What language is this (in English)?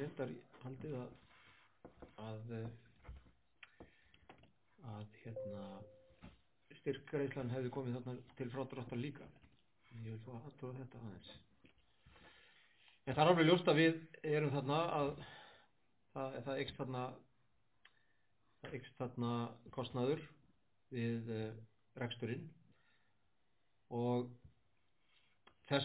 Icelandic